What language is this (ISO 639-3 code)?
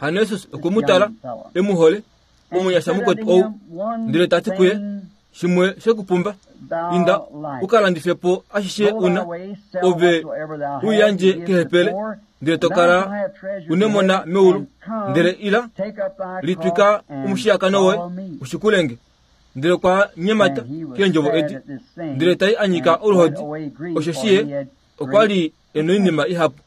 kua